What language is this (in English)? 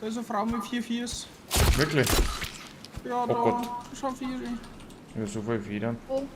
Bavarian